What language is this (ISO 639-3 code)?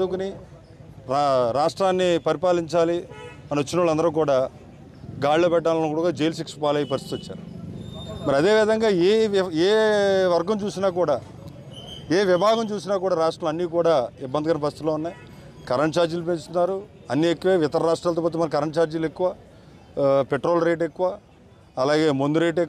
tel